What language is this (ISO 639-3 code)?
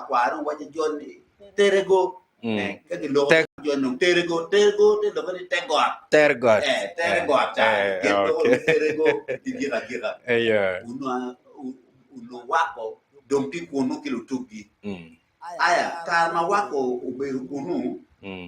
ach